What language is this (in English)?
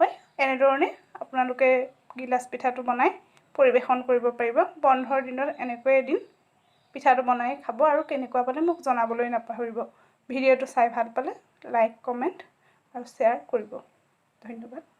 Assamese